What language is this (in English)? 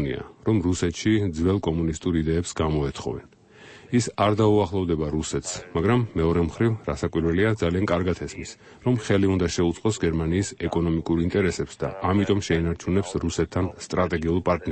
Georgian